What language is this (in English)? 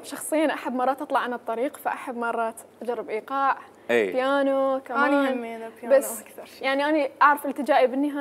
Mesopotamian Arabic